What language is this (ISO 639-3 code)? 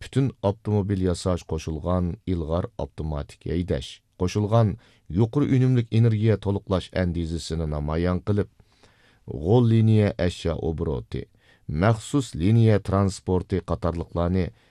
uig